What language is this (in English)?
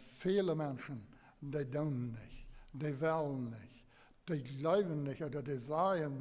Plautdietsch